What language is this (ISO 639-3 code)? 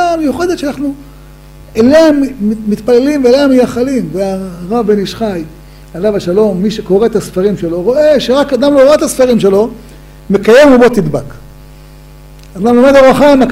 heb